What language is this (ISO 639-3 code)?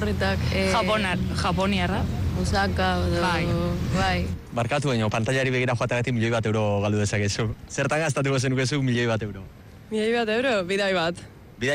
eus